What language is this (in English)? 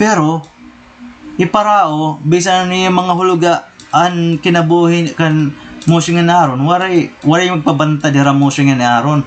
Waray